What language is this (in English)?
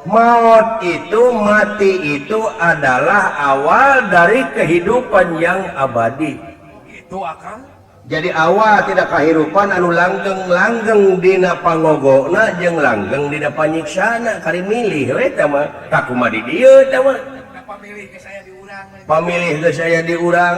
Sundanese